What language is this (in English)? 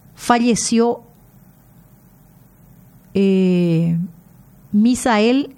Spanish